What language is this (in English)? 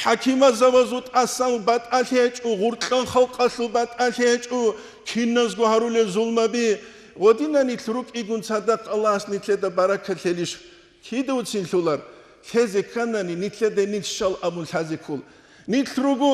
Avaric